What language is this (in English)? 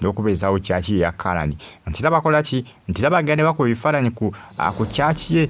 Ganda